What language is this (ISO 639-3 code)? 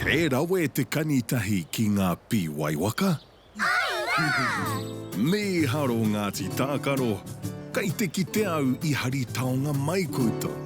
mri